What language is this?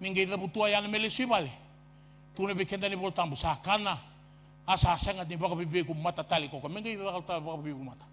Fijian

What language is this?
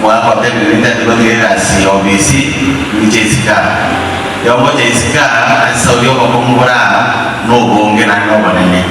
Gusii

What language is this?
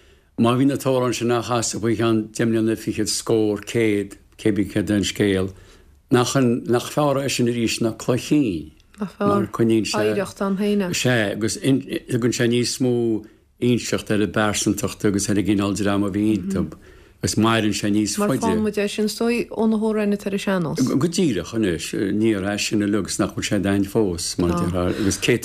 Irish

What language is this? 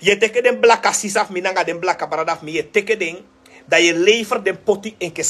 Sranan Tongo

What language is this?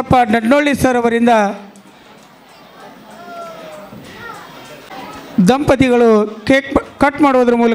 Kannada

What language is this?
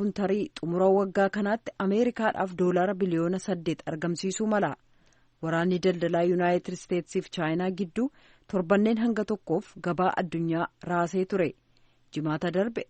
Oromo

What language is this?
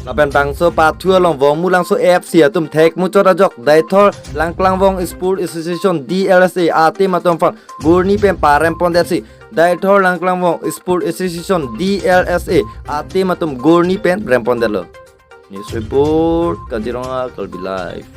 Karbi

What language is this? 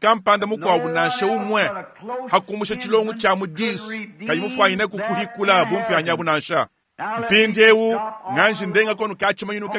Luba-Lulua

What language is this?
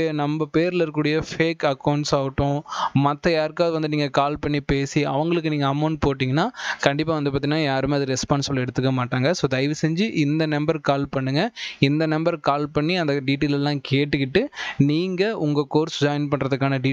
Tamil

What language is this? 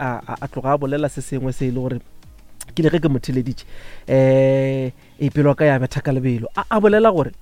Northern Sotho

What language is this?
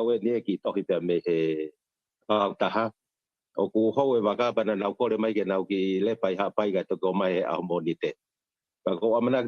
Tongan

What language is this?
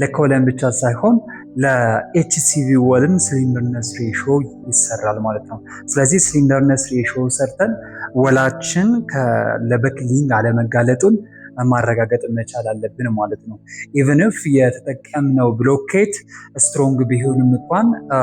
Amharic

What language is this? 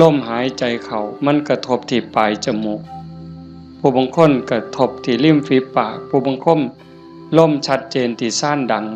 Northeastern Thai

